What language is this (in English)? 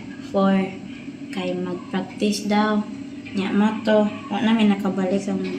Cebuano